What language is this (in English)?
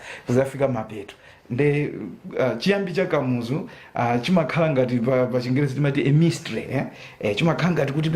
Nyanja